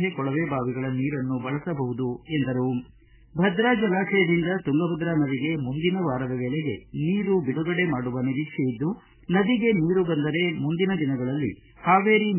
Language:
Kannada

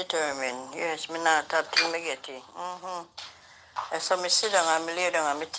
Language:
Jamaican Creole English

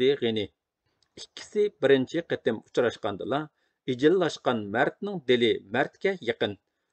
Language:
Uyghur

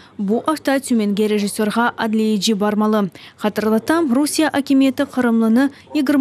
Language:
Crimean Tatar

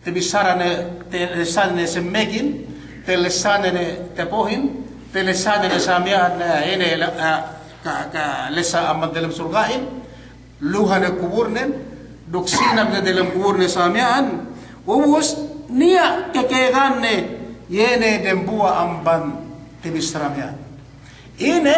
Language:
Yakan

